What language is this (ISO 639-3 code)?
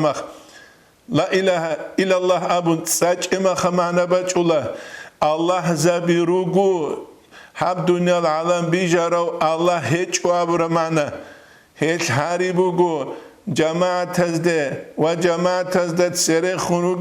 ava